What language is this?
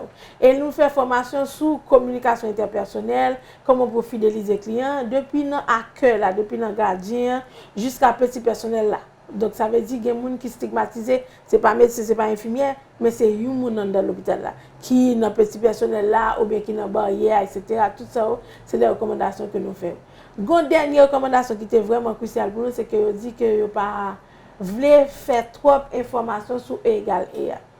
Haitian Creole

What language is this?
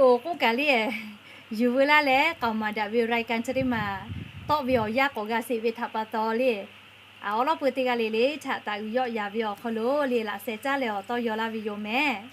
Lahu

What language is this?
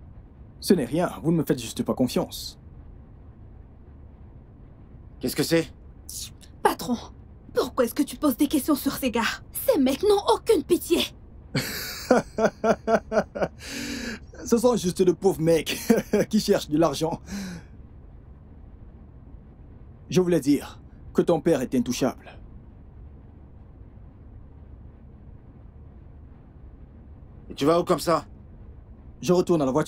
French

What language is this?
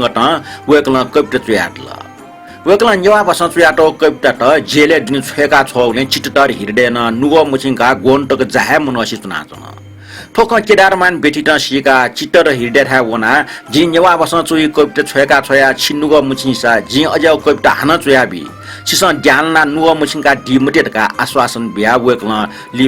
Newari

